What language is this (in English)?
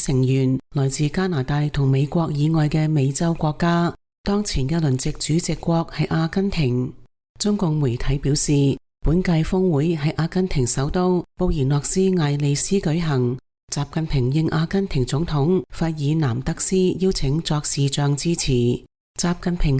Cantonese